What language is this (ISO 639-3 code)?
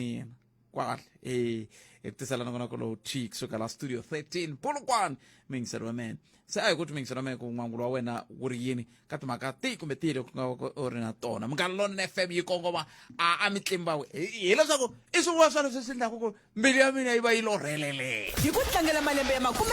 tso